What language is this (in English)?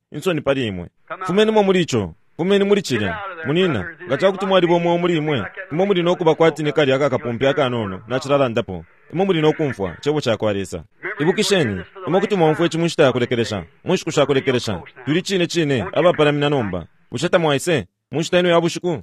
Bemba